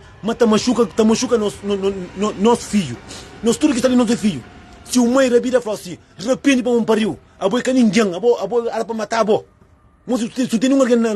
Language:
Kabuverdianu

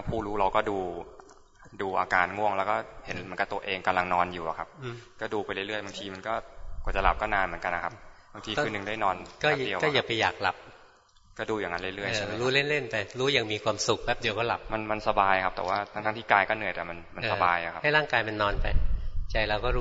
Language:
Thai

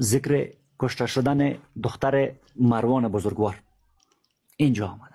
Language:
Persian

